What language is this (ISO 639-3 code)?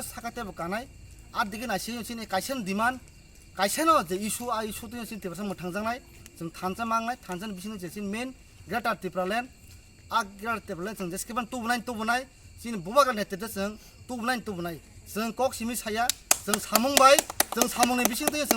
trp